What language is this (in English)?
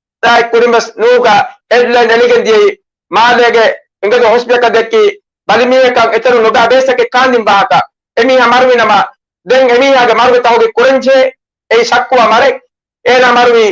Divehi